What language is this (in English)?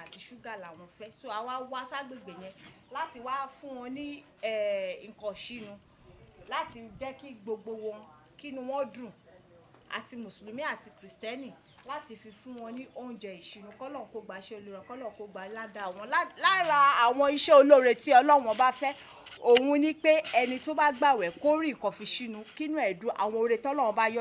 Yoruba